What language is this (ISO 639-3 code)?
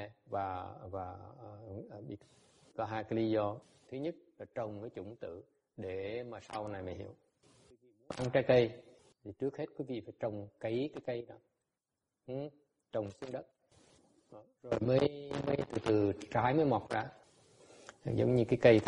vie